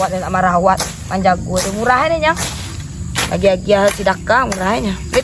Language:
Minangkabau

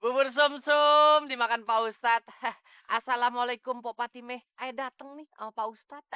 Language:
Betawi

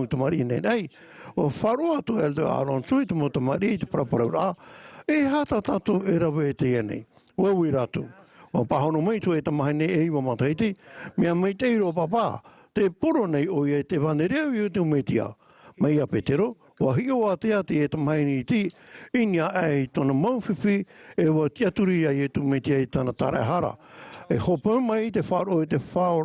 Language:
Tahitian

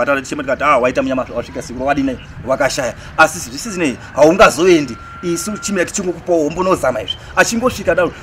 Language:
Shona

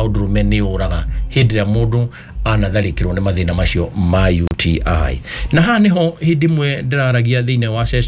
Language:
Kikuyu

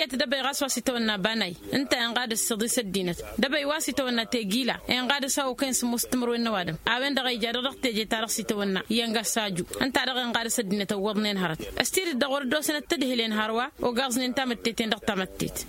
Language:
Tamasheq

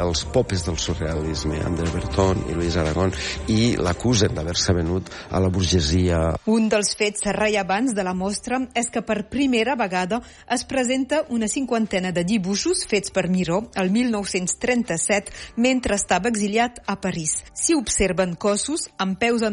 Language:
Catalan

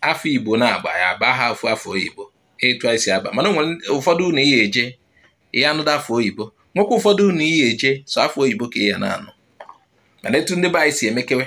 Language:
Igbo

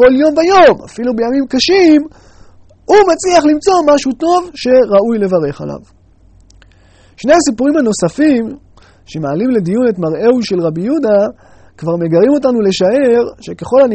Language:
Hebrew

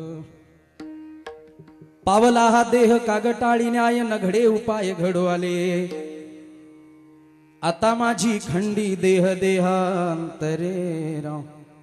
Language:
Marathi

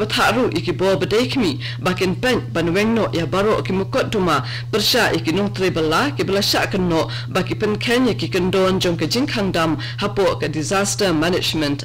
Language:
Khasi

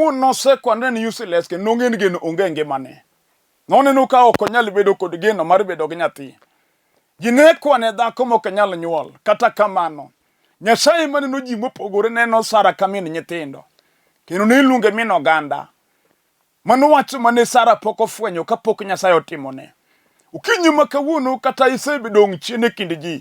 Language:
Luo (Kenya and Tanzania)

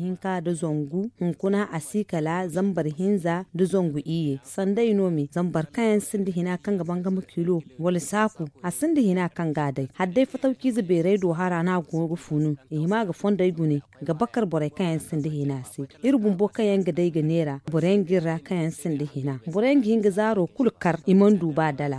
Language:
Zarma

